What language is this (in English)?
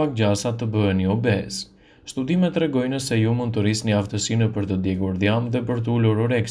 Albanian